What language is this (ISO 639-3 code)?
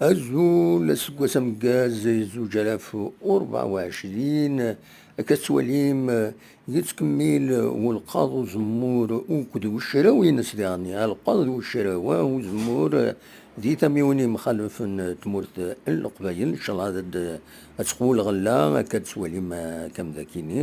kab